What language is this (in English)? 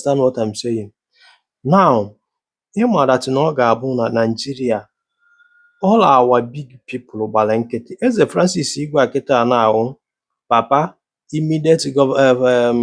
Igbo